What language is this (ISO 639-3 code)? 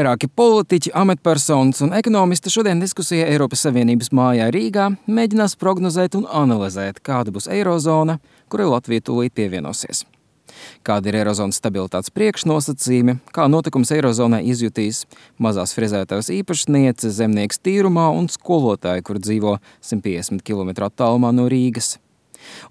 lav